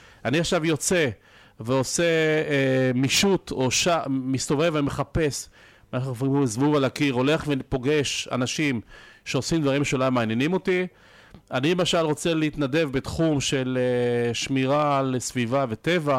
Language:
Hebrew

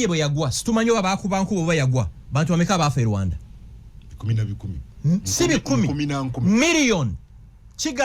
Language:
Ganda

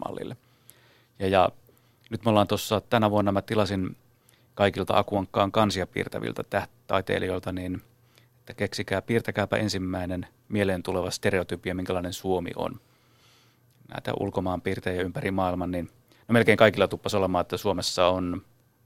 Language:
Finnish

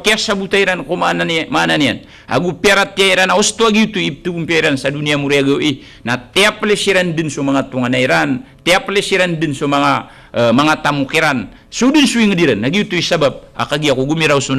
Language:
Maranao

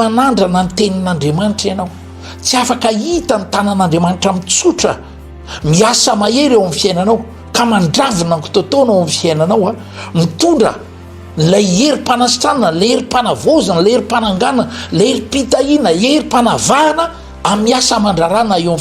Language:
Malagasy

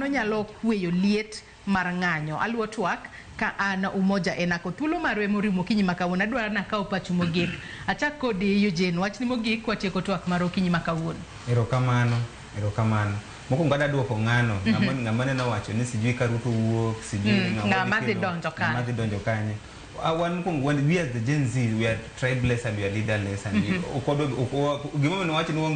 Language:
Luo (Kenya and Tanzania)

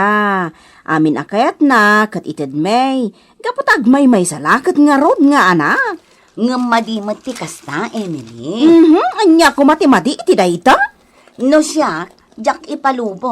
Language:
Iloko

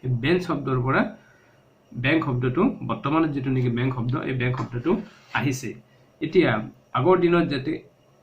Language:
Assamese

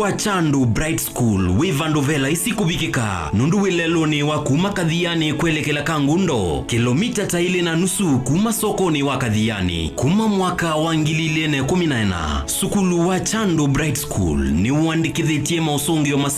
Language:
Kamba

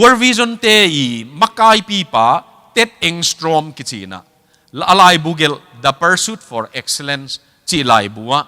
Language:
Tedim Chin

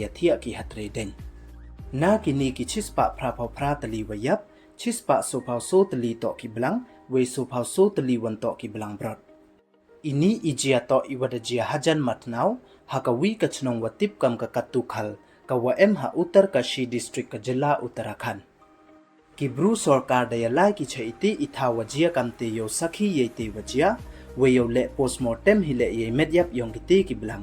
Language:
Pnar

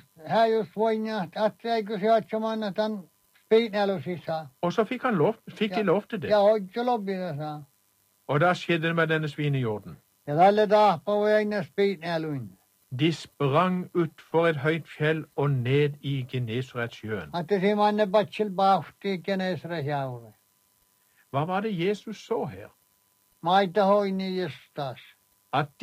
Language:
Norwegian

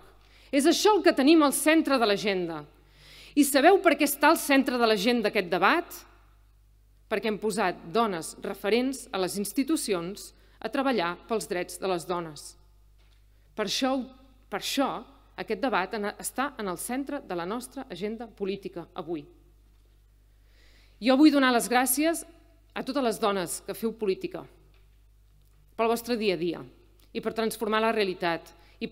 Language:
Catalan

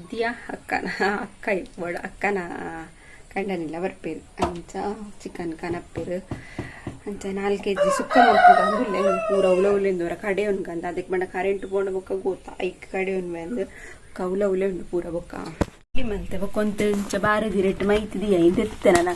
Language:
Tulu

